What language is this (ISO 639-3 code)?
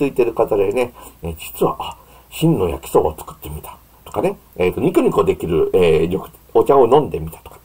jpn